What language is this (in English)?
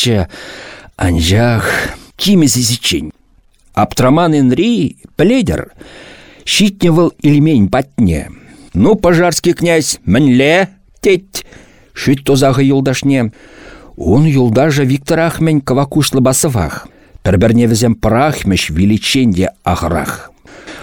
Chuvash